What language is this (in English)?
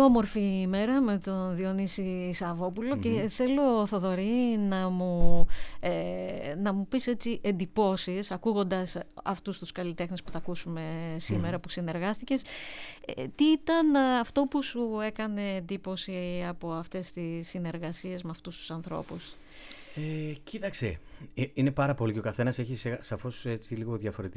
Greek